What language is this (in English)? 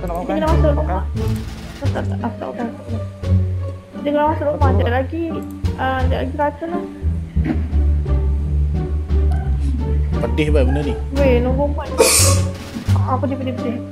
Malay